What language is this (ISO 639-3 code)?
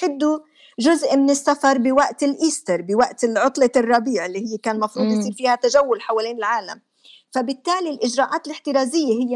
apc